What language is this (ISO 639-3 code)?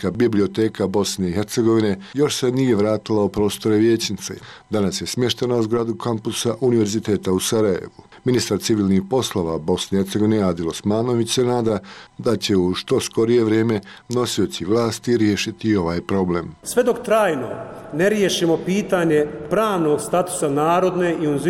bos